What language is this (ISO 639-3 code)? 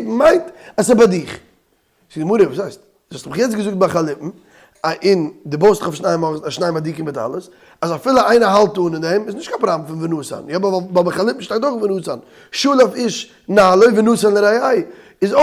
yid